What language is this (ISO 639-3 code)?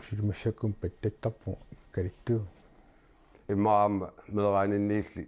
kal